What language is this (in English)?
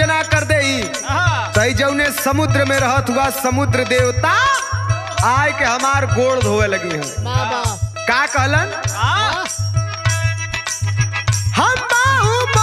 Bhojpuri